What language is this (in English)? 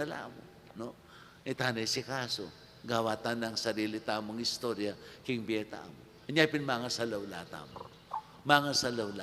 Pampanga